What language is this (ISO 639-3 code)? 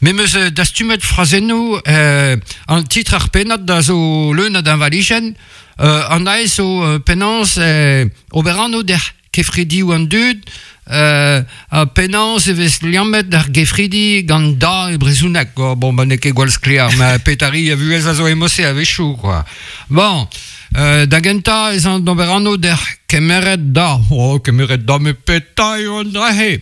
bre